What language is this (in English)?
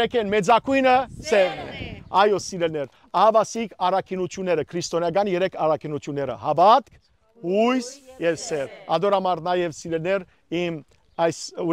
Western Armenian